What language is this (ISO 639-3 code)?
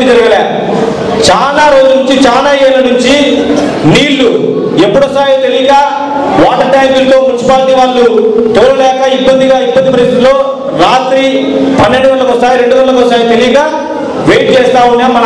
tel